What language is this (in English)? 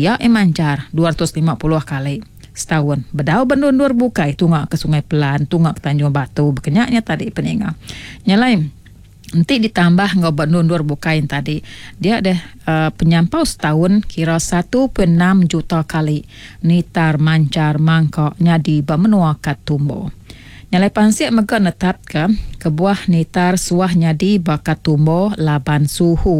Iban